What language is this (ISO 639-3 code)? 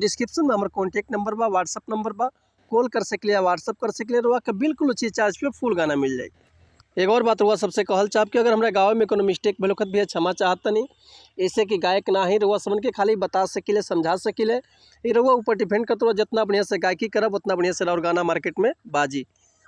bho